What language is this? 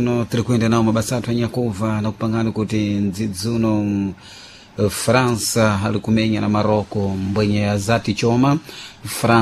Sena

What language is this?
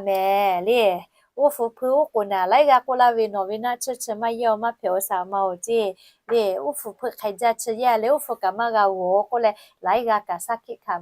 Lahu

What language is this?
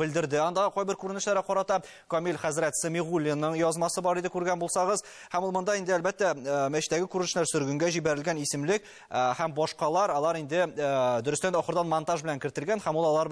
Tatar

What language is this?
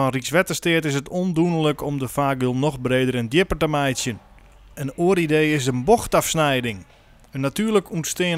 Western Frisian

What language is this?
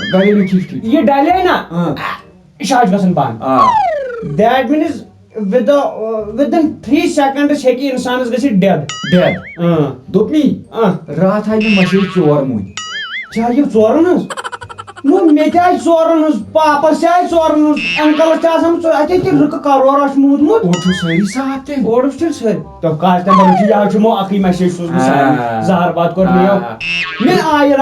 Kashmiri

